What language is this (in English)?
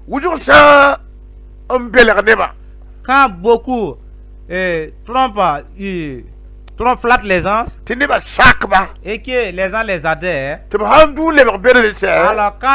Mossi